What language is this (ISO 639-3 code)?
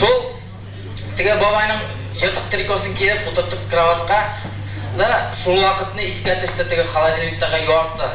bak